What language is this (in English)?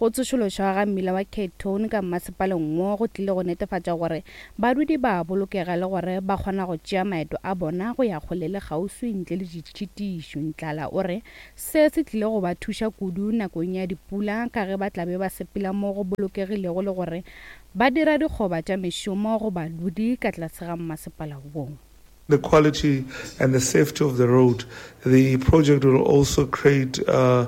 Northern Sotho